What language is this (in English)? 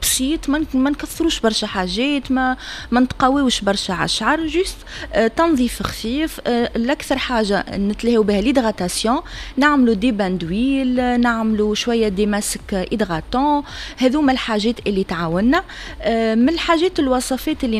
Tunisian Arabic